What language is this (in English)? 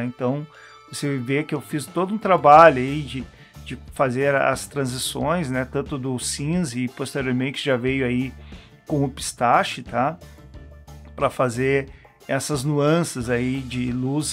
Portuguese